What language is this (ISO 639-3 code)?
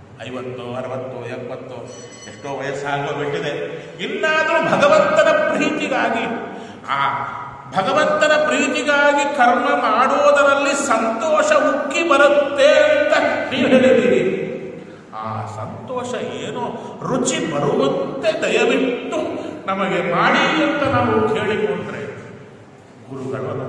kan